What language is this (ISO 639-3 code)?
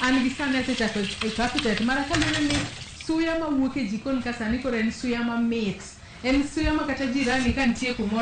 luo